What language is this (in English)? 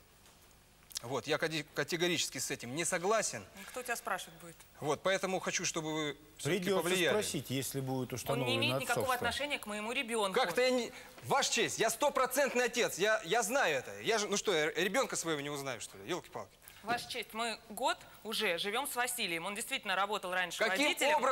Russian